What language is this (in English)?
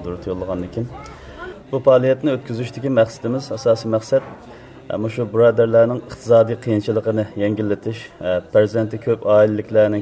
Uyghur